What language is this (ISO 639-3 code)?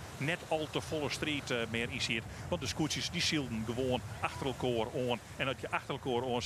fry